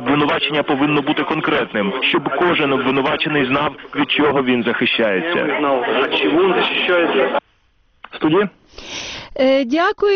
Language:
Ukrainian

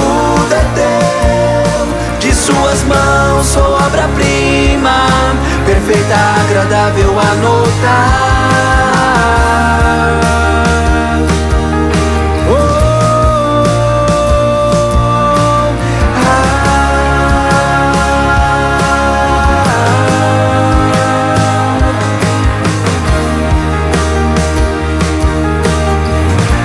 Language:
Portuguese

